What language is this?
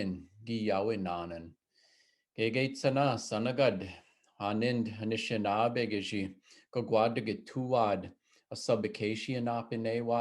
Chippewa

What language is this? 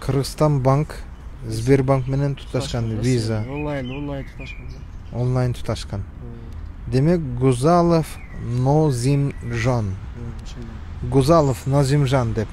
Kyrgyz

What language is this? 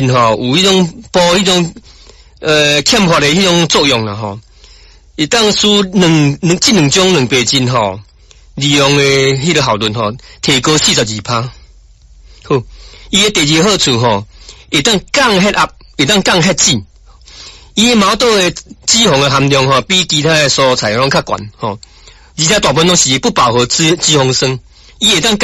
Min Nan Chinese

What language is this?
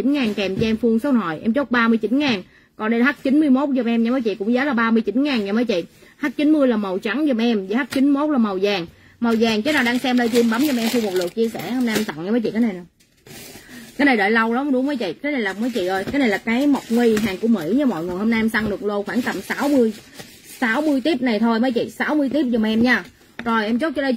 Vietnamese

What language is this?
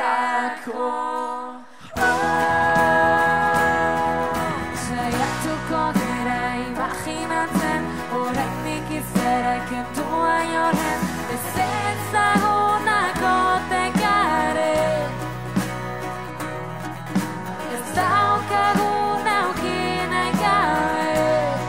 Basque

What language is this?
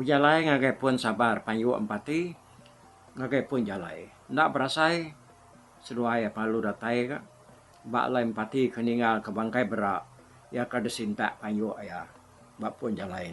Iban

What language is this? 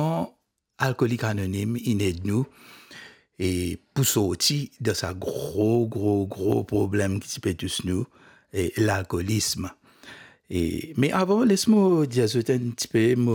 Morisyen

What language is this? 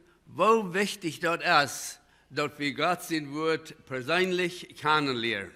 Plautdietsch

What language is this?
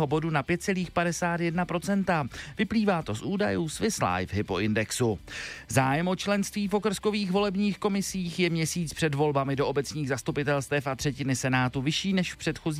Czech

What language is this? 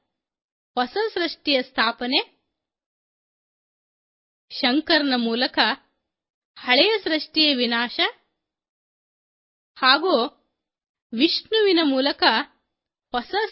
Kannada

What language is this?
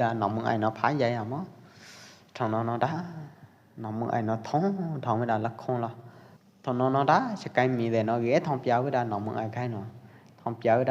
Pwo Eastern Karen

